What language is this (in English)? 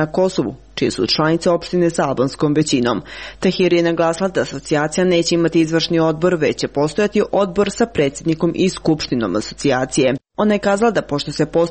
Serbian